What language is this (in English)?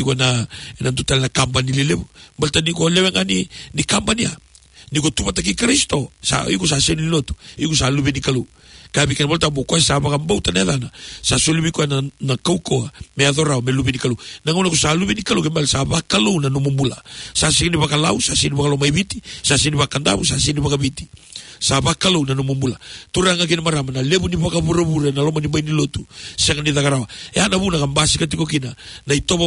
Fijian